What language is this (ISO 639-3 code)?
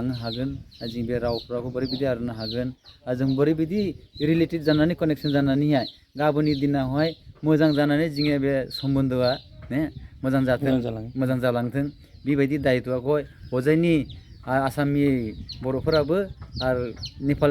brx